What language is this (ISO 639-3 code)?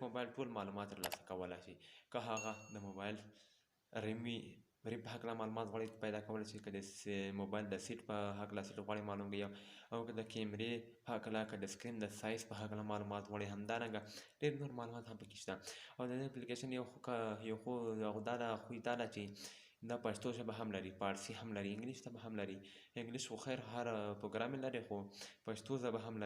pus